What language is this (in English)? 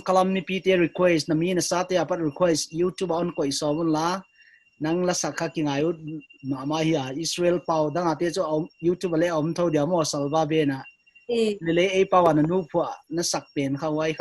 Paite Chin